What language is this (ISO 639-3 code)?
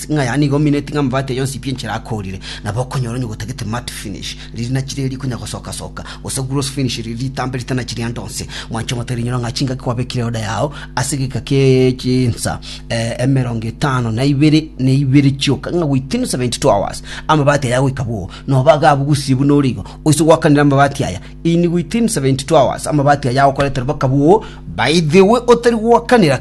guz